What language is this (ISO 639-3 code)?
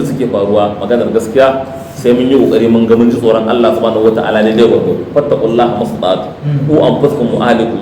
hau